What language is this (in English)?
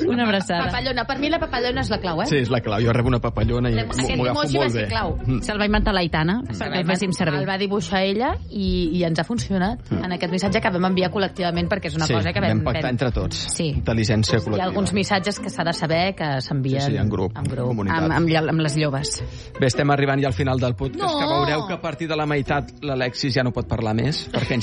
Catalan